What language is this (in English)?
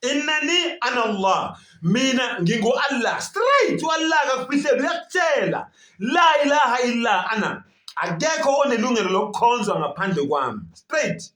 Zulu